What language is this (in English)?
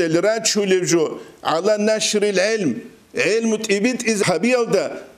Avaric